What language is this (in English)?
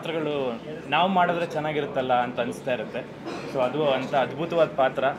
Kannada